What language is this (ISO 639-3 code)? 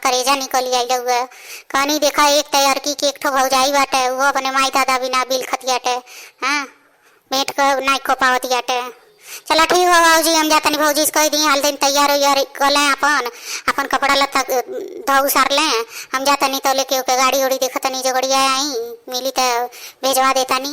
bho